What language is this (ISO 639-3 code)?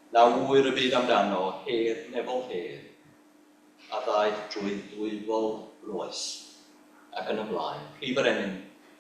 cym